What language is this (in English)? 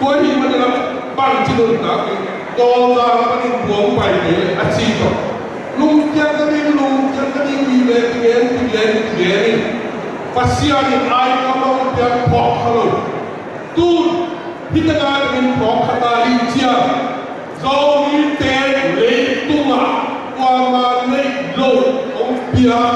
Tedim Chin